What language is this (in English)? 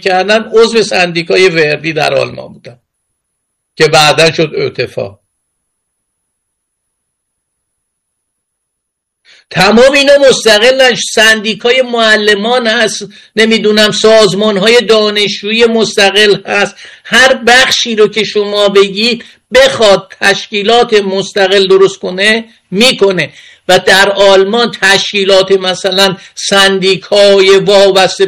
Persian